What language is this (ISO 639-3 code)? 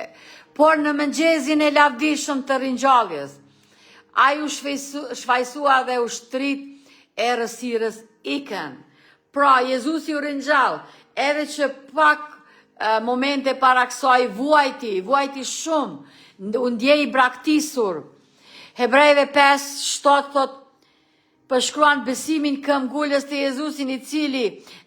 sqi